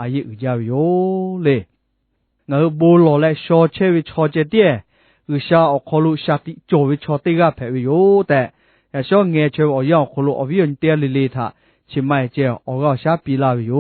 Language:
Lahu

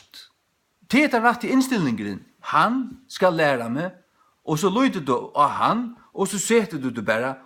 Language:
Faroese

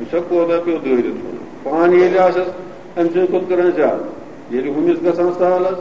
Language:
Kashmiri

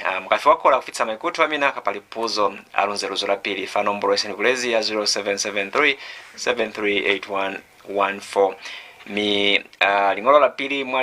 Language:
Lozi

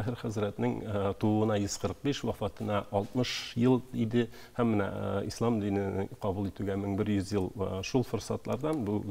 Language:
Tatar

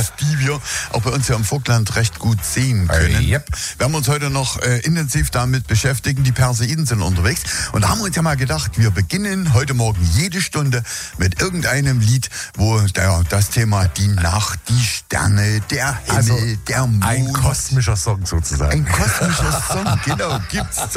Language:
German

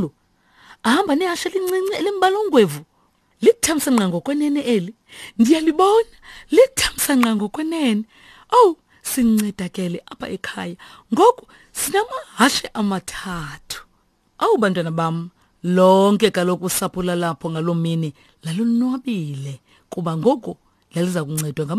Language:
Xhosa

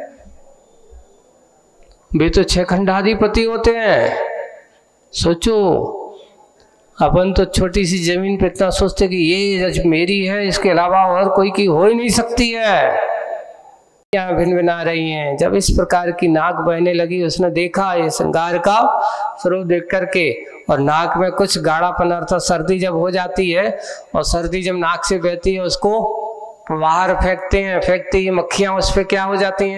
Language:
Hindi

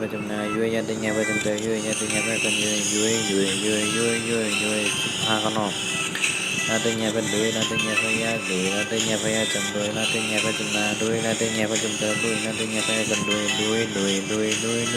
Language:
Shan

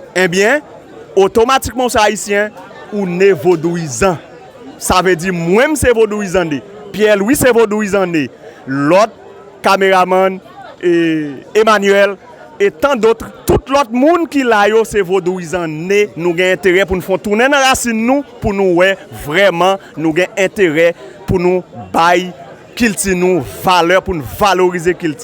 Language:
Haitian Creole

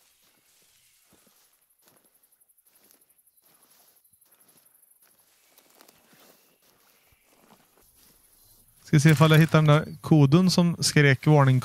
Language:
Swedish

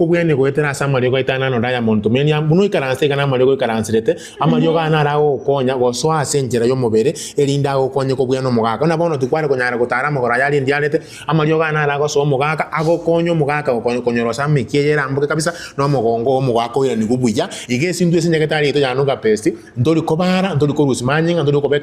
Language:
Gusii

